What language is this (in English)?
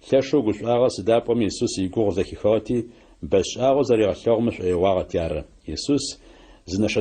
Adyghe